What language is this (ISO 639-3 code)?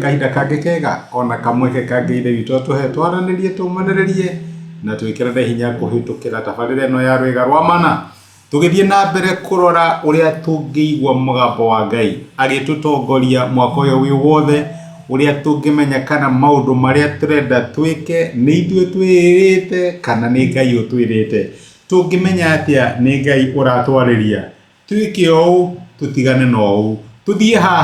kik